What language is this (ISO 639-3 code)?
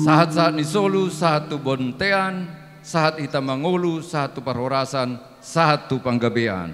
bbc